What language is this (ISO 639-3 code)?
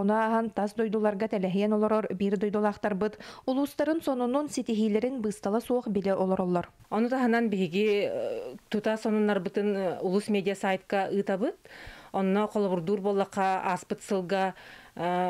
sah